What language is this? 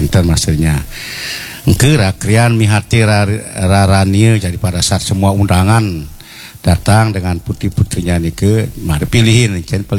Balinese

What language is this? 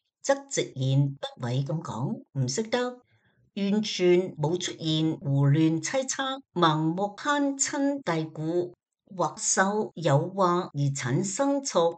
Cantonese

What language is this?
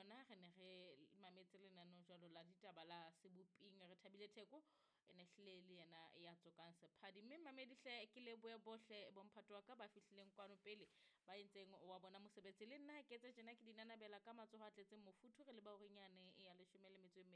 Southern Sotho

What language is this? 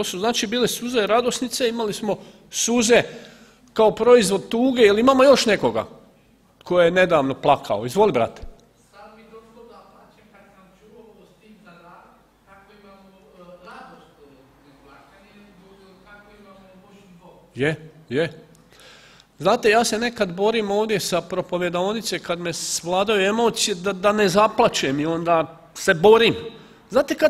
Croatian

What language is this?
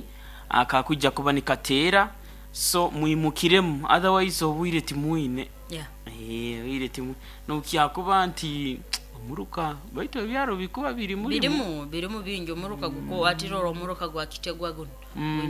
Nyankole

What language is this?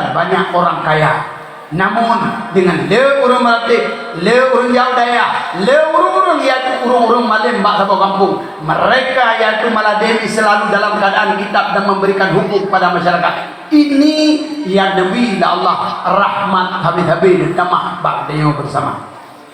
Achinese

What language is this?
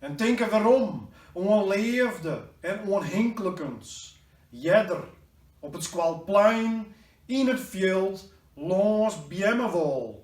Western Frisian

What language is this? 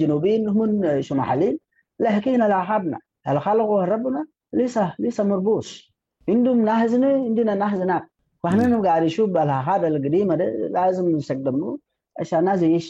Sudanese Arabic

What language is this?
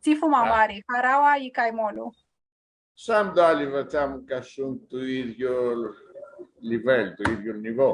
Aromanian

